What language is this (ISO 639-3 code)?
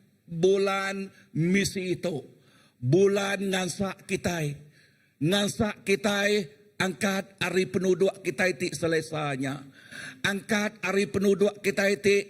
iba